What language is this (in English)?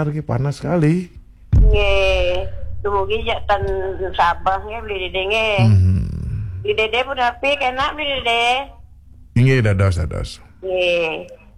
Balinese